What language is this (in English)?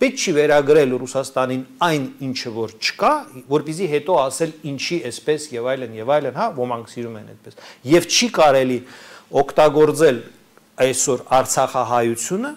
Armenian